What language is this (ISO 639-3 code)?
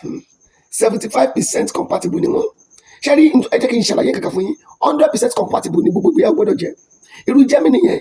yor